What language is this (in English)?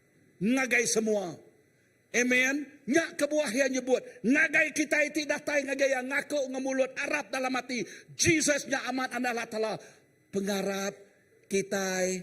Iban